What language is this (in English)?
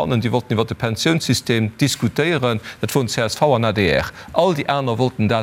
Luxembourgish